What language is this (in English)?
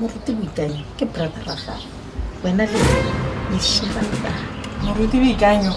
Tswana